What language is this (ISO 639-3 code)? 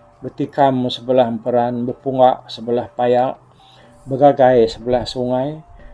iba